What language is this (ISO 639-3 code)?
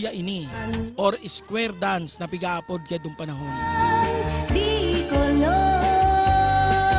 bik